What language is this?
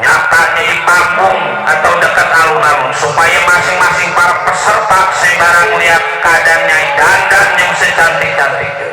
Betawi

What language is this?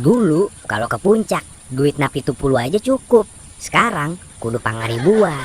Betawi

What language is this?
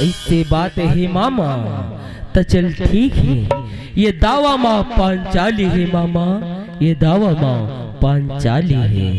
Chhattisgarhi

